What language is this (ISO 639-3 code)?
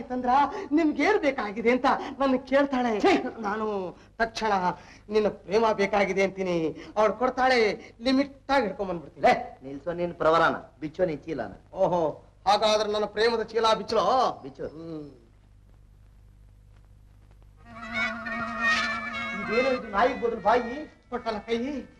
kan